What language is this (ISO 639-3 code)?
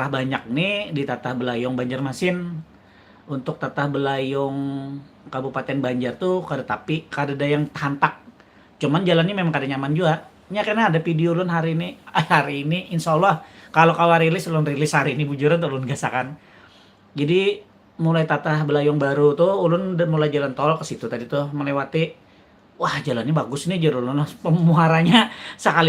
bjn